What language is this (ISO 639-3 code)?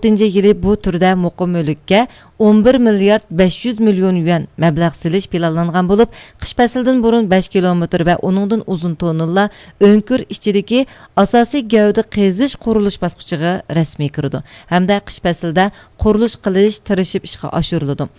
uig